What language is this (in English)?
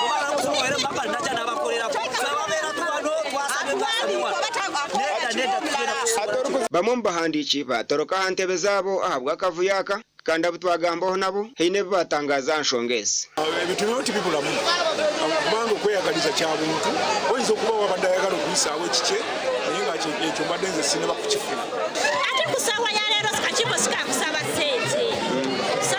Nyankole